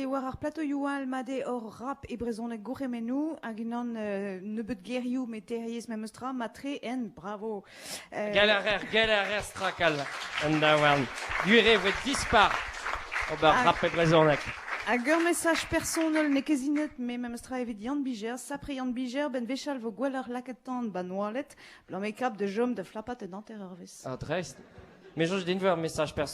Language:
Breton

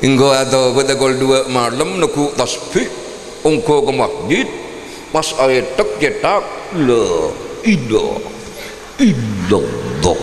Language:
Madurese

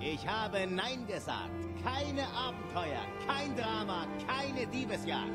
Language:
Swiss German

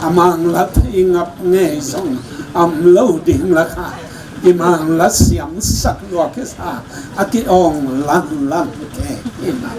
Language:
Tedim Chin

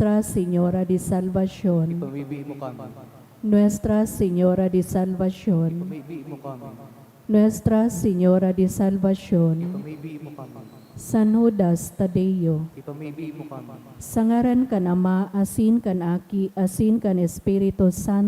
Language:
Bikol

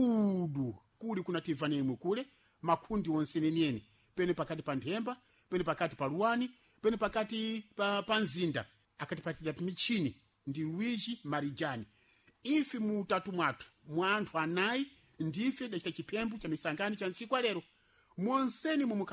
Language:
Sena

